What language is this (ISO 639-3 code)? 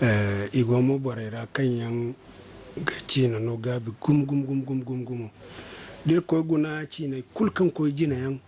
dje